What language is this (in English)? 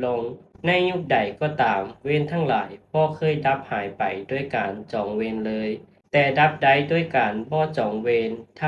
Lao